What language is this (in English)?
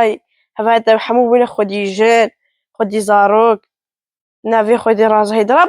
Kurdish